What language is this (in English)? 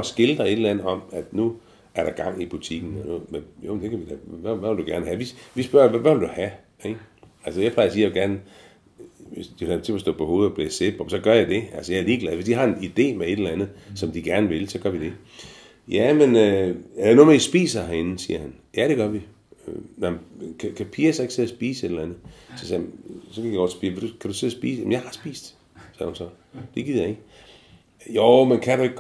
Danish